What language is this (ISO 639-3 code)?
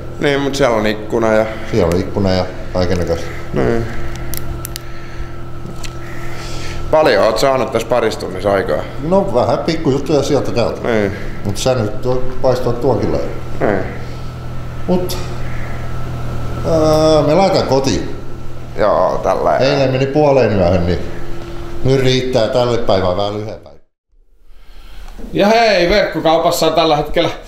fin